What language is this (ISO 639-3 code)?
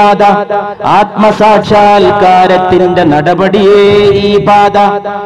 mal